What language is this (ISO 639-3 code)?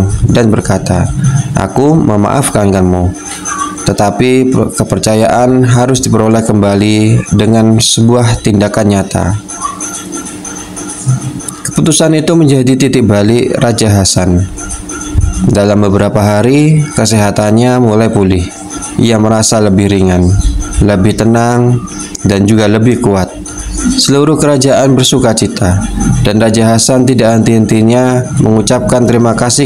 ind